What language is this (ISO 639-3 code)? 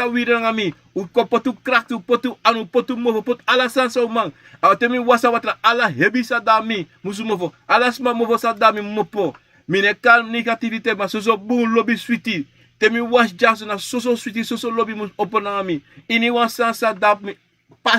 srn